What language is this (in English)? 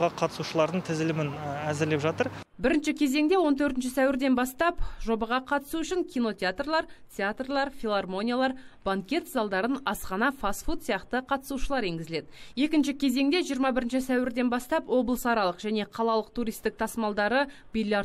Kazakh